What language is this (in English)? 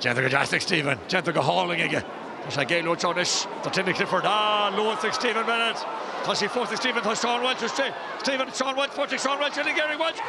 Irish